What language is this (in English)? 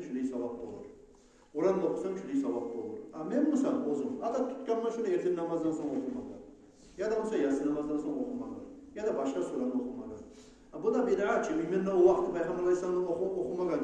Kumyk